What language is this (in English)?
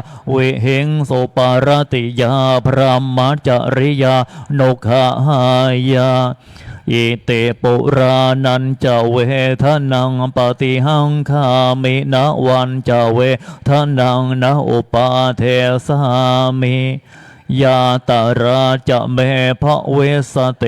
Pali